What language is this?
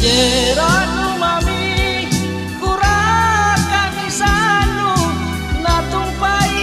Makassar Malay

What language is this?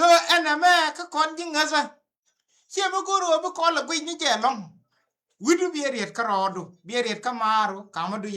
Nuer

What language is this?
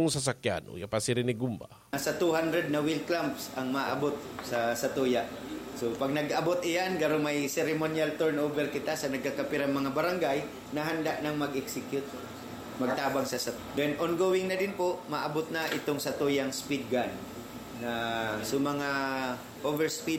Bikol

